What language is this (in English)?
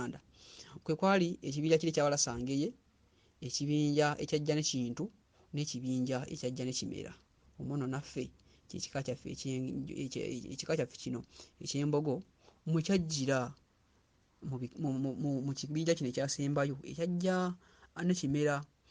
Ganda